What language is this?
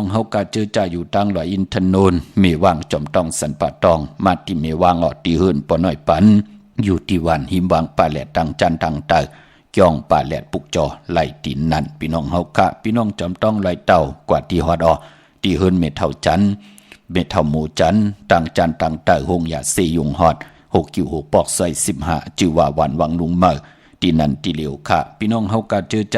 Shan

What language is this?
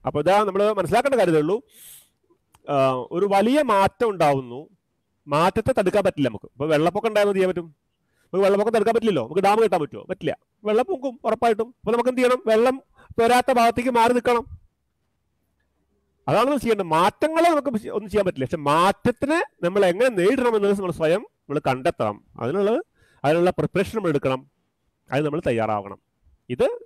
Malayalam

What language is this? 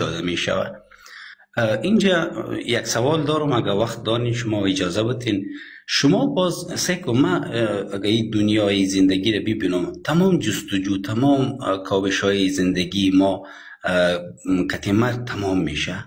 Persian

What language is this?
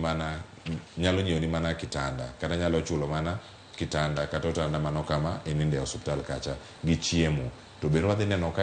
Luo (Kenya and Tanzania)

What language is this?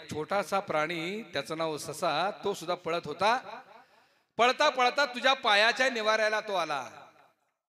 Marathi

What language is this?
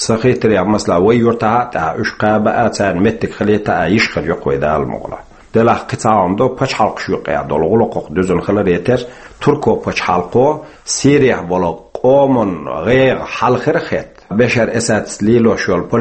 Chechen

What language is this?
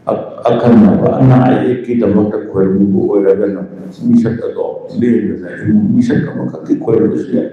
Manipuri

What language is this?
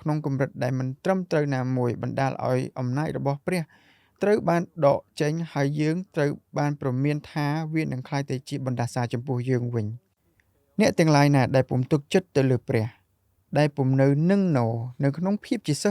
Khmer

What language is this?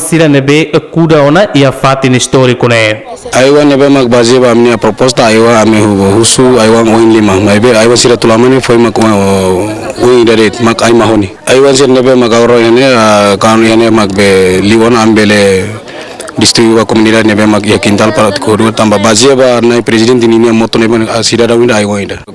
Tetum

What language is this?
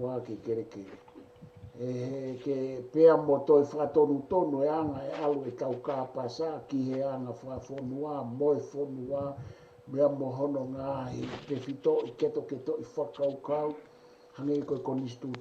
Tongan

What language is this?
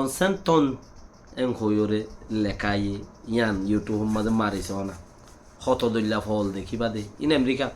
Rohingya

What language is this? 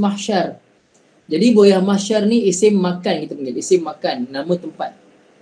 Malay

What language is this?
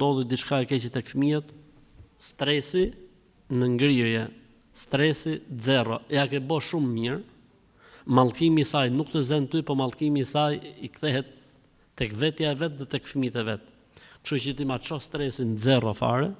Albanian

